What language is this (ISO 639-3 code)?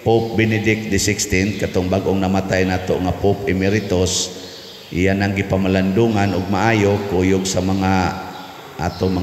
ceb